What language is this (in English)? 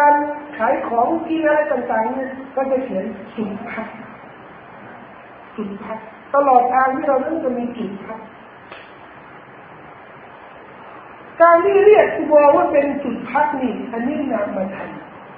Thai